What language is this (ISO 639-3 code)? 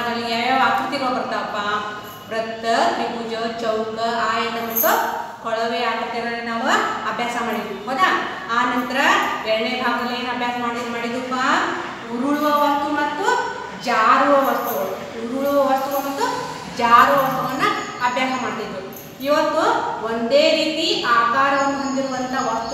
kan